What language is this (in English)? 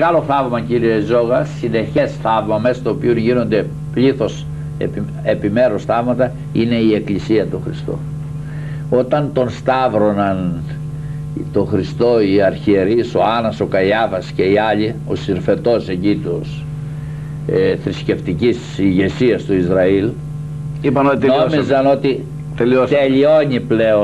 Greek